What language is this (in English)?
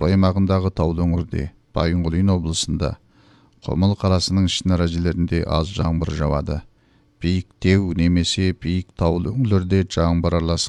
Kazakh